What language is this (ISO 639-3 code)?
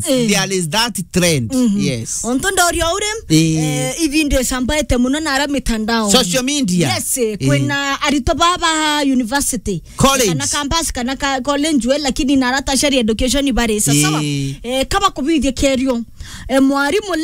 mer